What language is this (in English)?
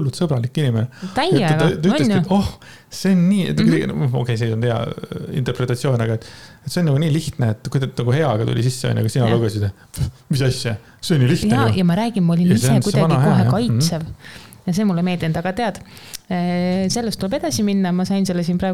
Estonian